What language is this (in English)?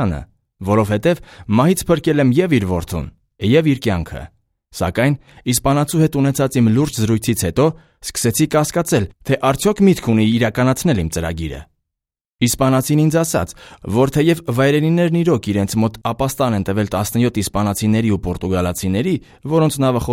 Armenian